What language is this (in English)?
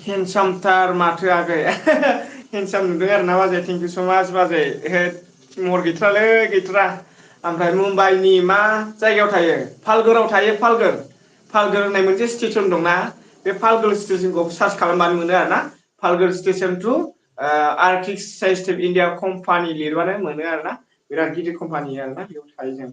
Bodo